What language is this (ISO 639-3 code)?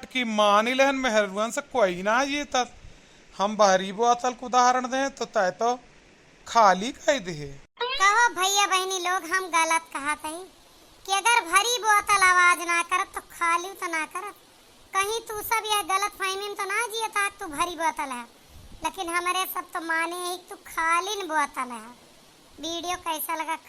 awa